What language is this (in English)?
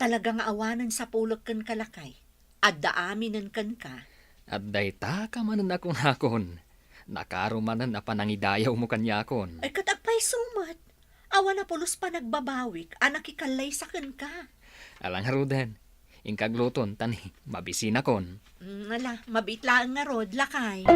Iloko